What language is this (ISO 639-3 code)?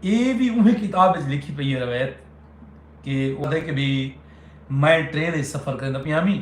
skr